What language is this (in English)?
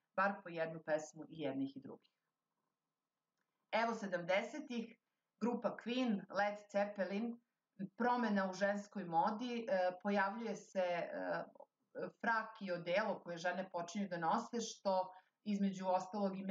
Serbian